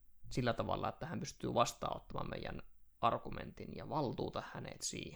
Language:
Finnish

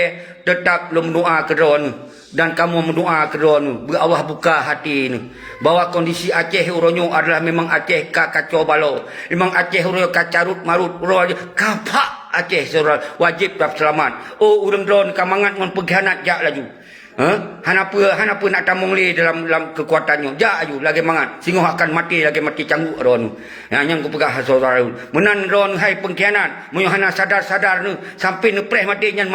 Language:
Achinese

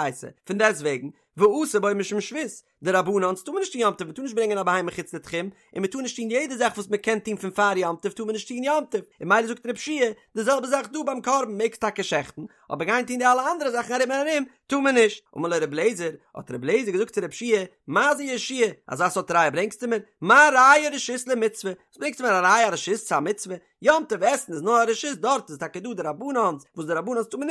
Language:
Yiddish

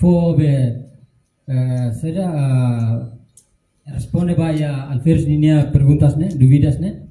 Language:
Tetum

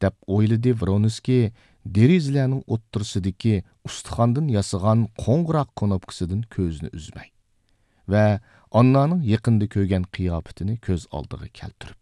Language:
Uyghur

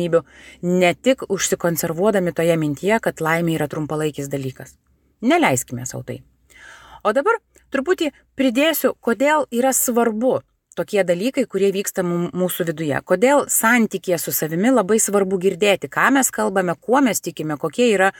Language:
Lithuanian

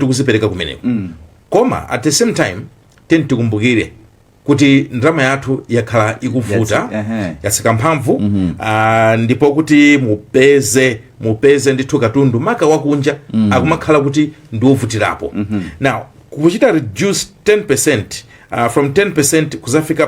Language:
Nyanja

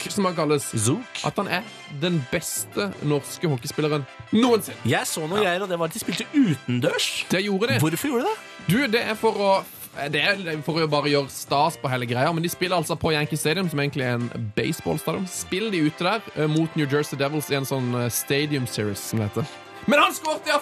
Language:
Norwegian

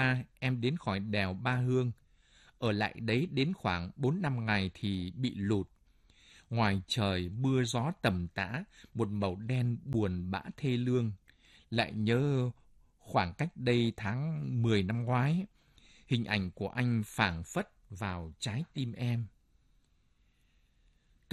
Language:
Vietnamese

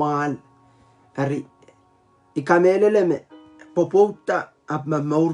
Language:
Pohnpeian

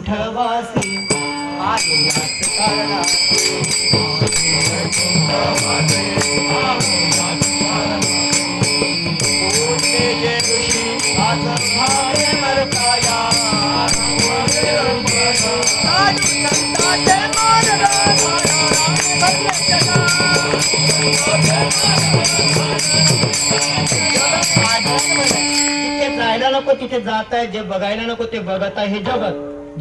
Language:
Marathi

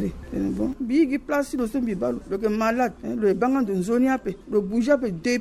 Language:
Sango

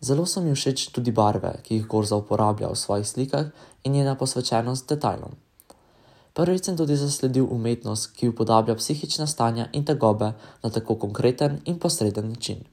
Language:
Slovenian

